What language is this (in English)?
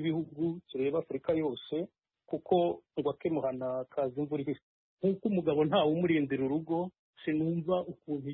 Kinyarwanda